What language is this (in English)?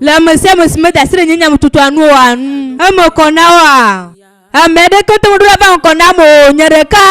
Ewe